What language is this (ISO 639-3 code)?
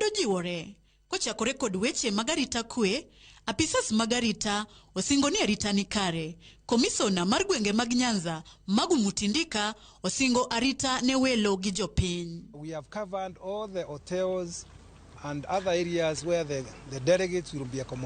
luo